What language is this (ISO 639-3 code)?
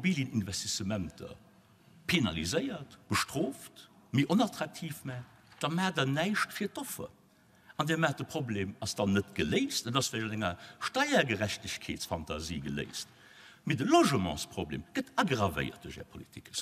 ltz